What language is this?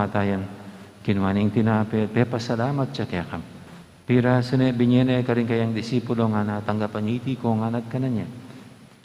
Pampanga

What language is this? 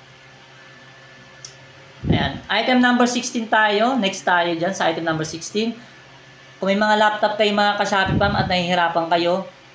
Filipino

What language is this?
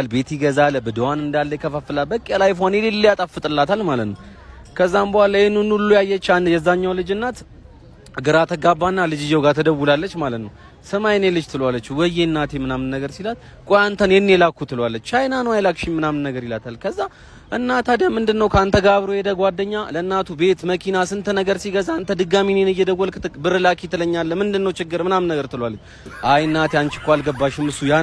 Amharic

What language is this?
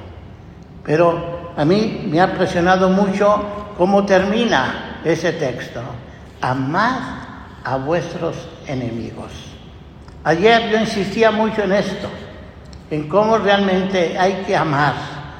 Spanish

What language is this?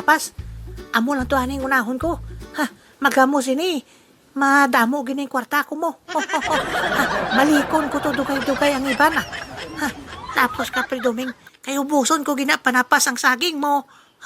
Hiligaynon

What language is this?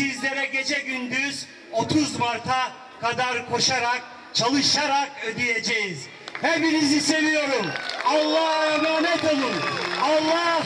Turkish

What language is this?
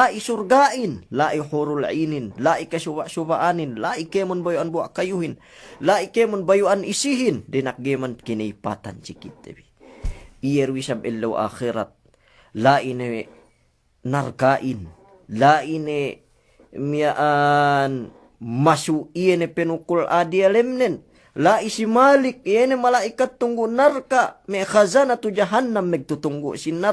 Yakan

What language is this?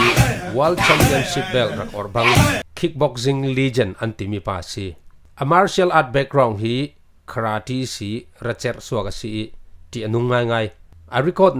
Falam Chin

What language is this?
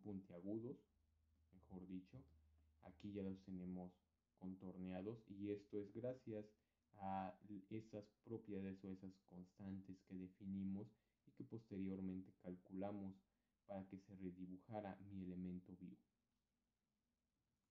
Spanish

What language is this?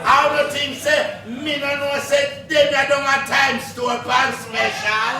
Jamaican Creole English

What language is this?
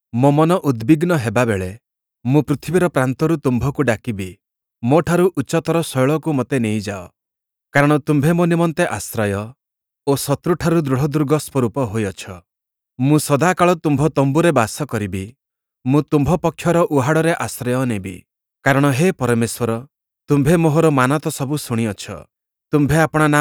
Odia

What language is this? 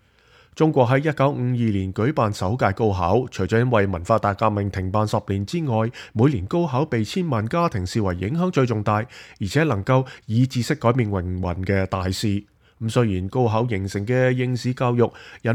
Cantonese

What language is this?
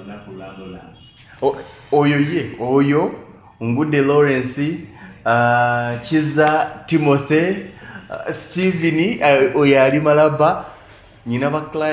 Ganda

